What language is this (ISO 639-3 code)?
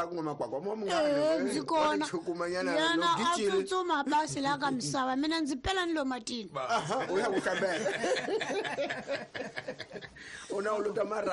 tso